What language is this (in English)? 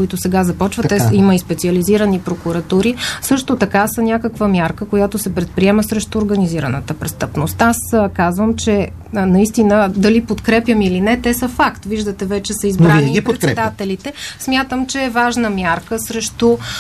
Bulgarian